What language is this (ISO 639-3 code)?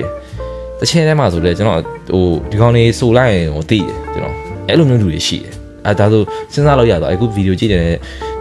mya